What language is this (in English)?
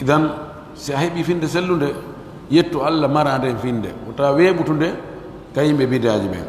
Pular